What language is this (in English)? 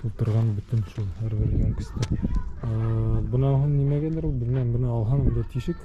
Bashkir